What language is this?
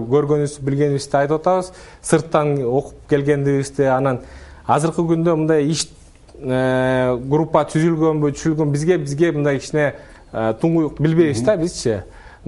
Kyrgyz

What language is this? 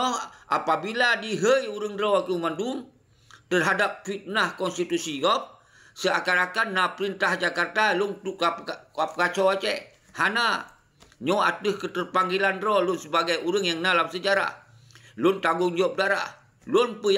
Achinese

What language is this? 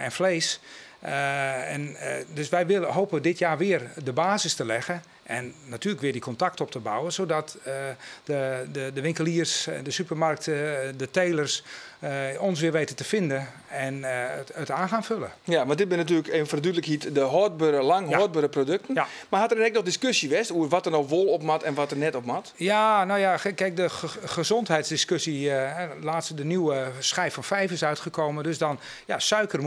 Western Frisian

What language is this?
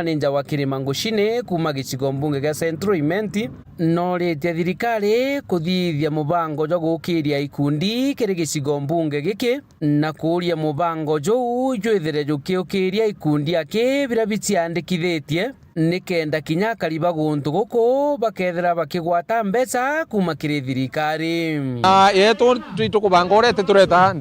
Meru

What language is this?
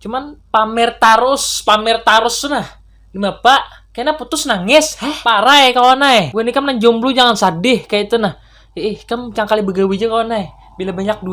Banjar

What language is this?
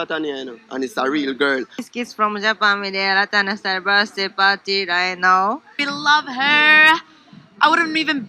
Jamaican Creole English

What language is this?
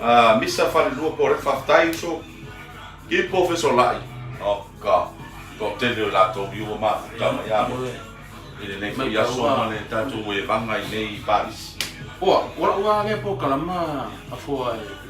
Samoan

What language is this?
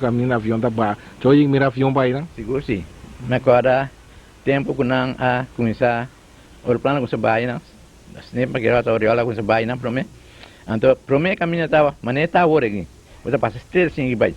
Papiamento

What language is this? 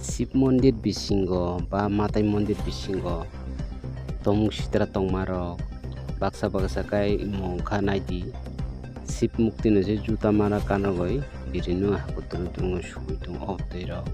Kok Borok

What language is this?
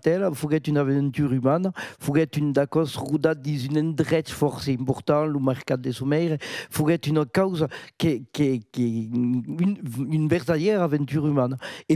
Occitan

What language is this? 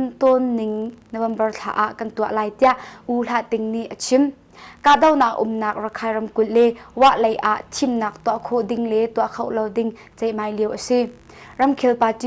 Hakha Chin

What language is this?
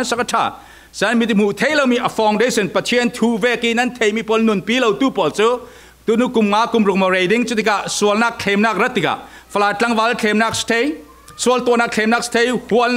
Falam Chin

